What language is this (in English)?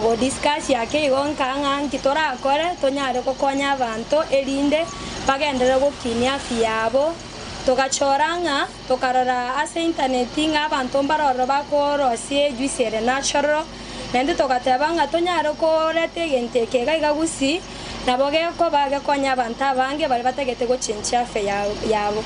Gusii